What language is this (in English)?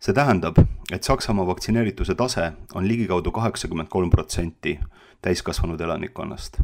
Estonian